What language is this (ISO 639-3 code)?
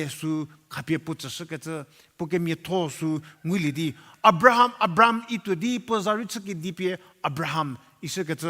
njm